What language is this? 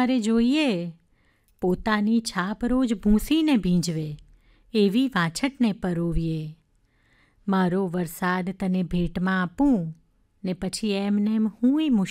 Gujarati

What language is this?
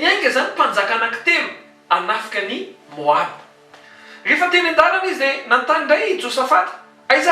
Malagasy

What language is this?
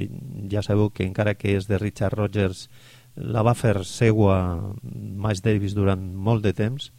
Catalan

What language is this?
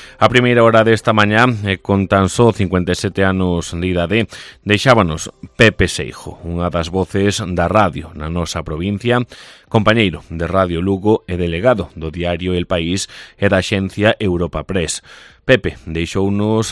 Galician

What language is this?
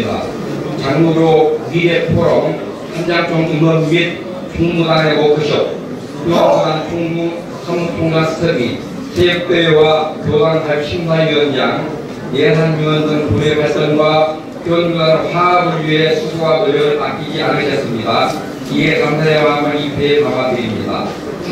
Korean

